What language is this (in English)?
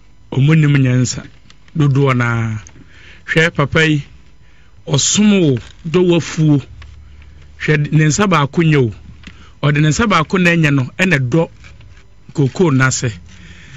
Akan